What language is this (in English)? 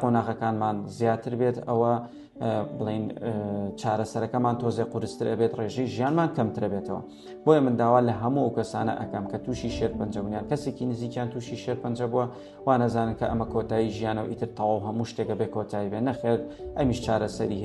Central Kurdish